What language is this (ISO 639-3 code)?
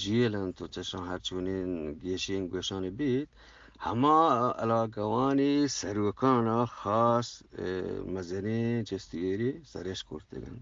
bgp